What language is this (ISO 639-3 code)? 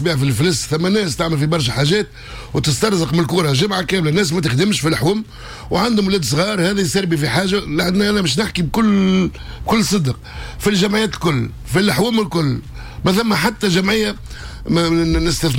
aeb